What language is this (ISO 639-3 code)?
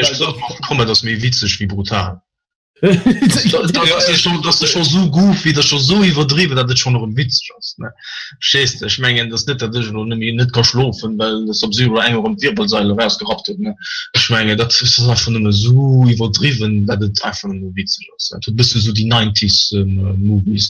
ltz